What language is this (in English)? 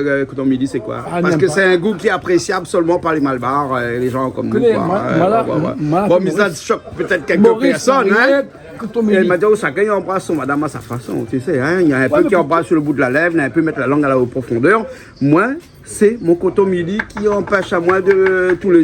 Réunion Creole French